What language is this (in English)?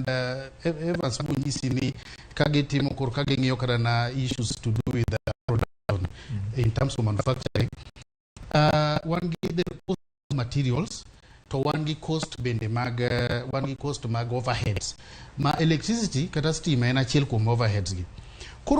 Luo (Kenya and Tanzania)